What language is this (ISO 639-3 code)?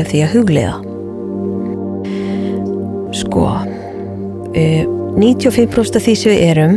isl